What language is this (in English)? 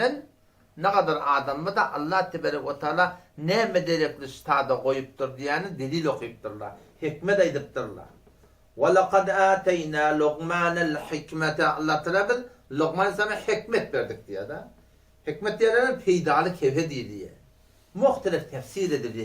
Turkmen